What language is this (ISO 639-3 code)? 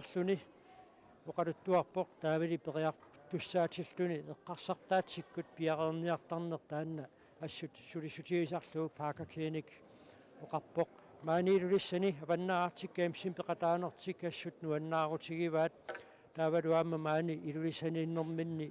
kal